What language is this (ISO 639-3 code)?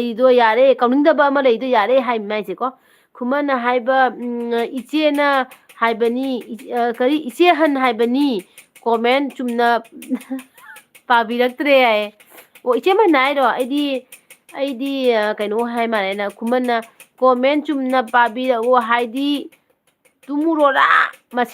mni